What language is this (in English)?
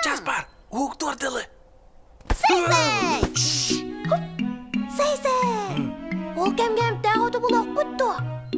Yakut